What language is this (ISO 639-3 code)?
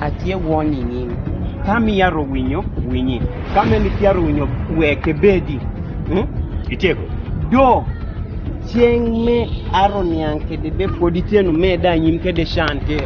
kdi